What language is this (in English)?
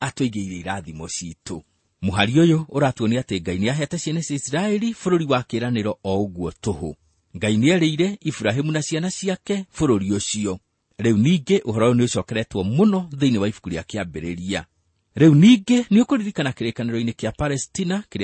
Kikuyu